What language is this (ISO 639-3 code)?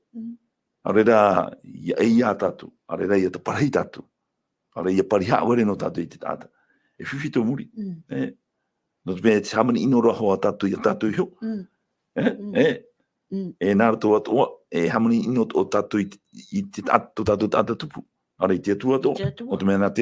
tah